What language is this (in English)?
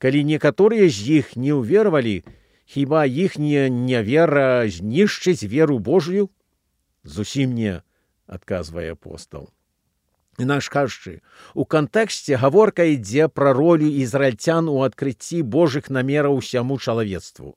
Belarusian